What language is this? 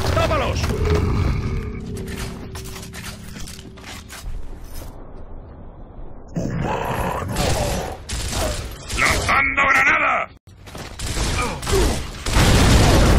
Spanish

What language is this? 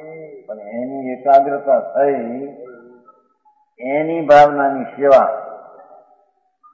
Gujarati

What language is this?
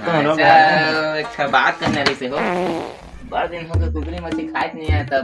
Chhattisgarhi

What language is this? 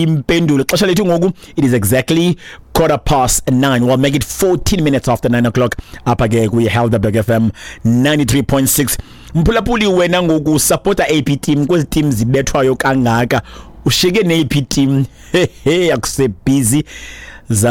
Xhosa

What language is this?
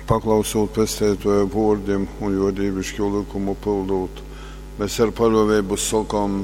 Latgalian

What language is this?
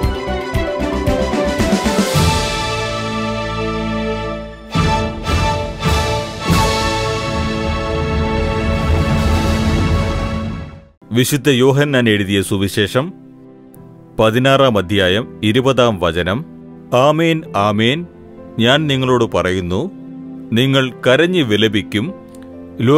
Malayalam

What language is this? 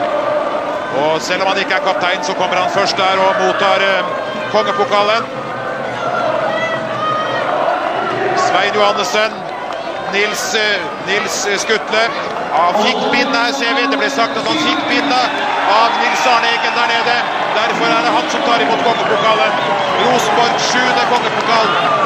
Norwegian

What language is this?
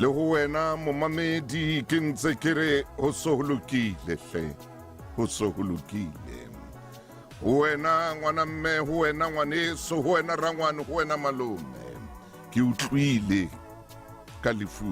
Southern Sotho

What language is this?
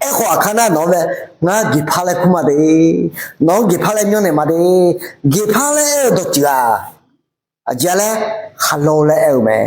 Akha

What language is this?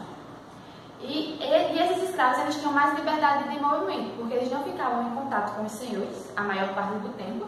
Portuguese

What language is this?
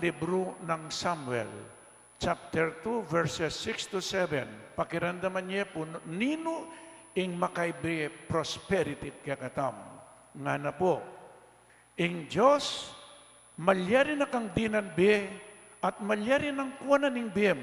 Pampanga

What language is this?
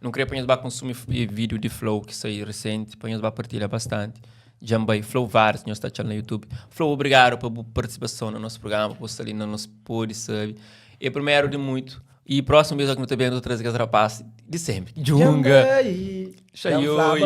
Kabuverdianu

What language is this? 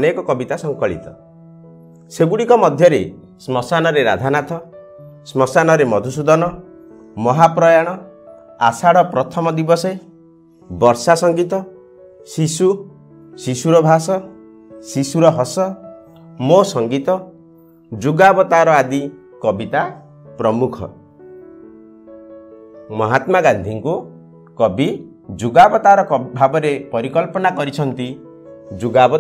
Odia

